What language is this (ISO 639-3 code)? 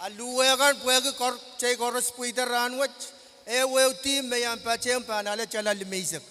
pon